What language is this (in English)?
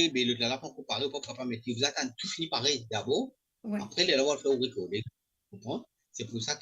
Morisyen